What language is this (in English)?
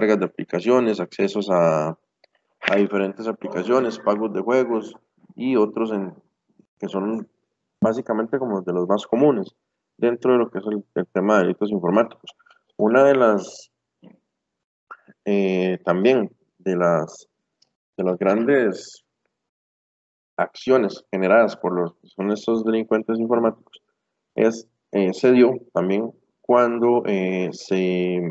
Spanish